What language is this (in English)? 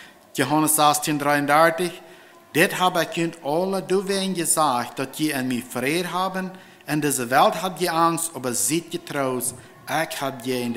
Plautdietsch